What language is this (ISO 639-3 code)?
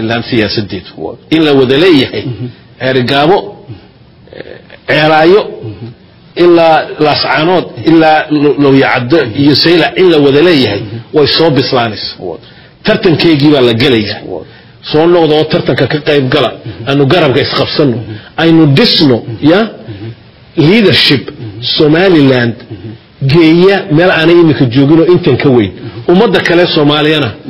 som